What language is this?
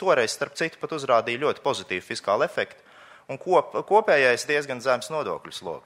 Latvian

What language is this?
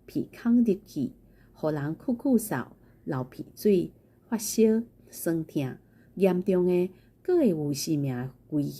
Min Nan Chinese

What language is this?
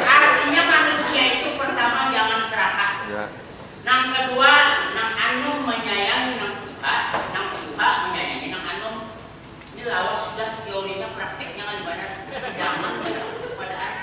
Banjar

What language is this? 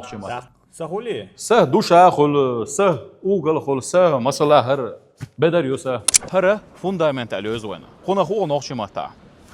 Chechen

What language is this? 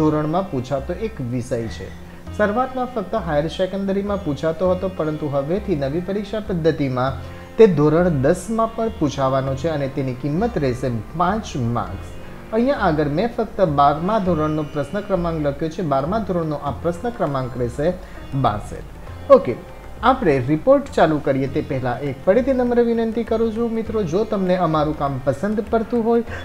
Gujarati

